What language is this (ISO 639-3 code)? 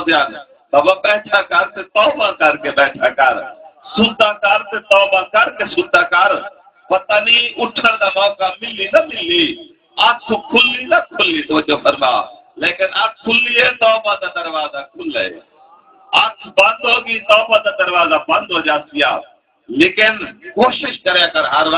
skr